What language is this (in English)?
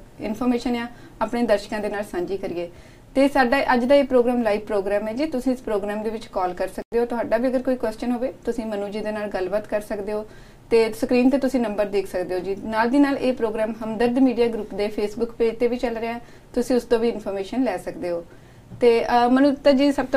Punjabi